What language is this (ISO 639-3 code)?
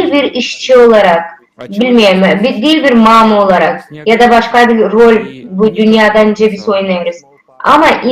gag